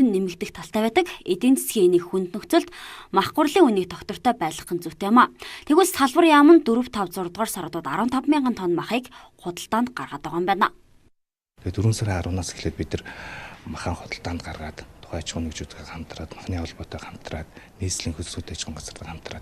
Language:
Mongolian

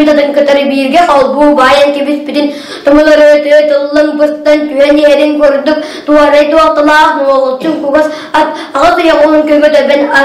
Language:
Yakut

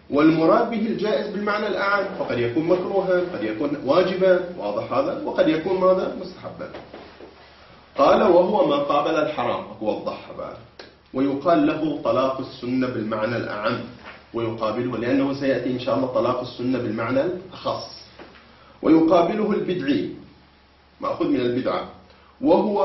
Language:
Arabic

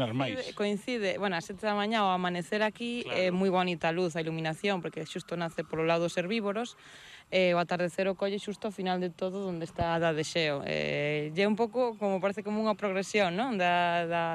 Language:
Galician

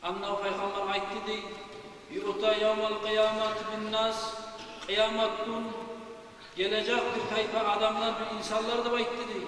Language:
Kumyk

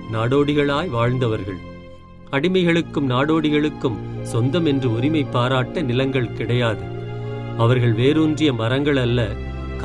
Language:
Tamil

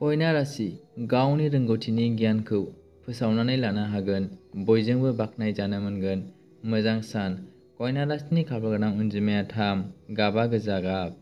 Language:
Bodo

